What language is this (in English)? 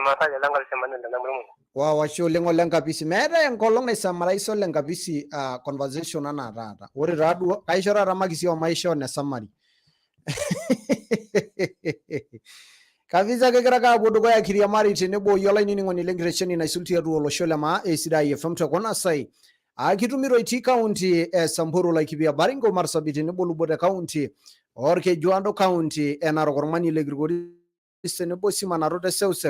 Masai